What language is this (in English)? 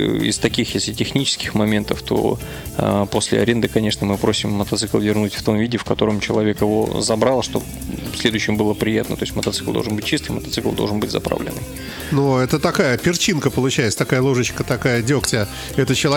Russian